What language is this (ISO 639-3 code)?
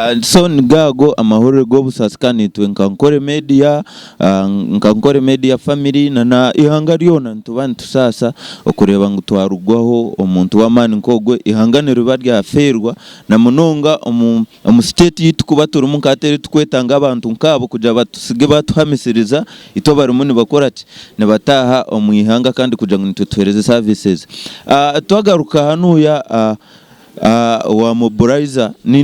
nyn